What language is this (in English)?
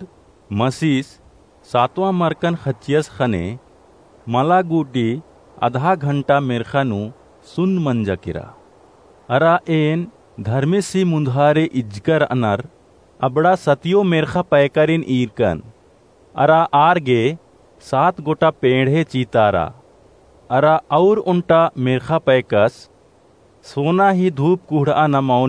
Kurukh